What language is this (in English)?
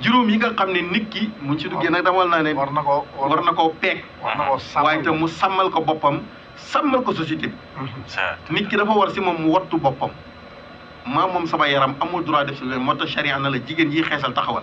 Wolof